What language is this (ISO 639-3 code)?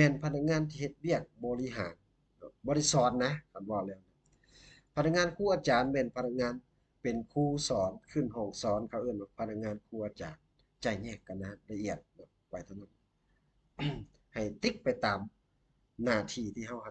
lao